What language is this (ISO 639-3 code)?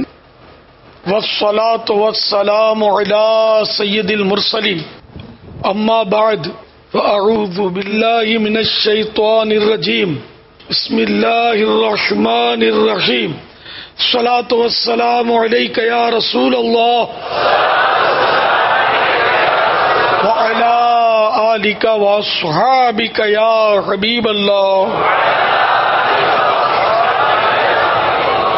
urd